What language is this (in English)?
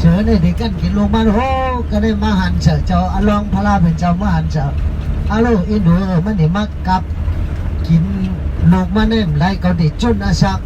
Shan